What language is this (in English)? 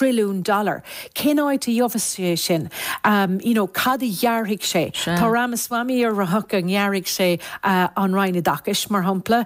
Irish